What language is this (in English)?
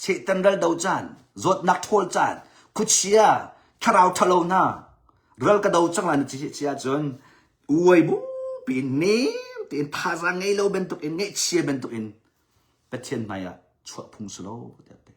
Hakha Chin